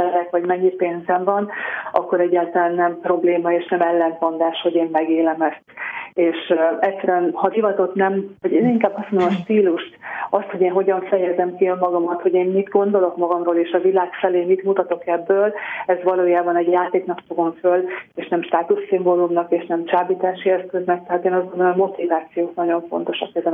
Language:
Hungarian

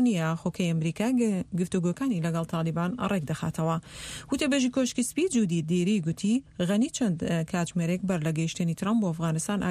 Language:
Central Kurdish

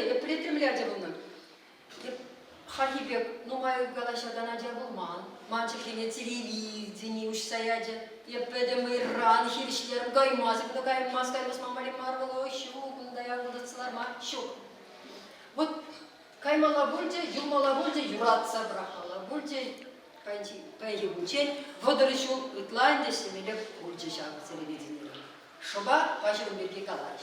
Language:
Chuvash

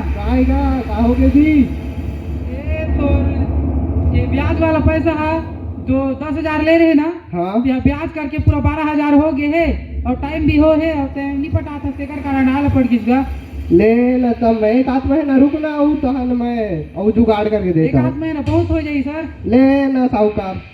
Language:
Chhattisgarhi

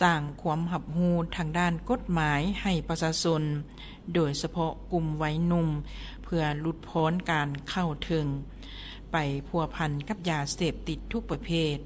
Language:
Lao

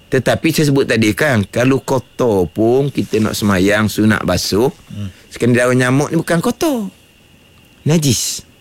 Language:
Malay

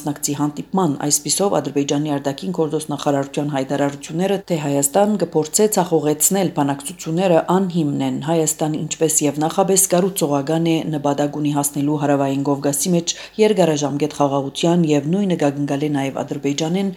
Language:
Armenian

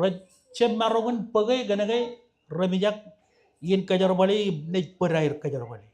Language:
Marshallese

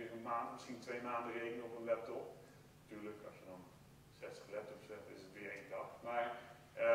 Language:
Dutch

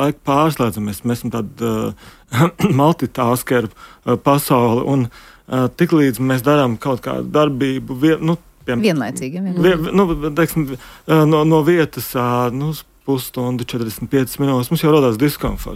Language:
Latvian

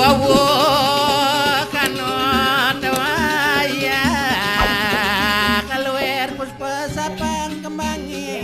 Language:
Balinese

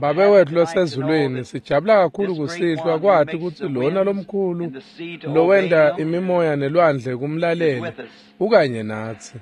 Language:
Swati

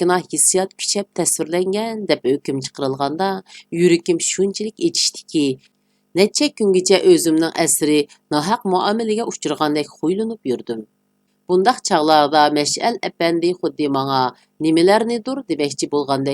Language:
Uyghur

